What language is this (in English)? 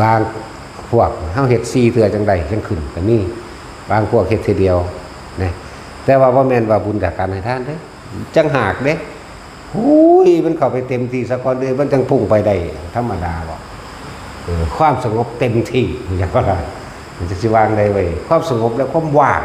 Northeastern Thai